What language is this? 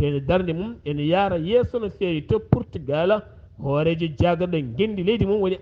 Fula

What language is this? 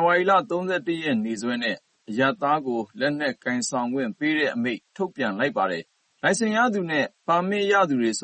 Burmese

